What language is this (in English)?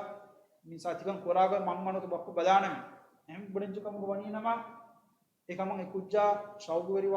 Divehi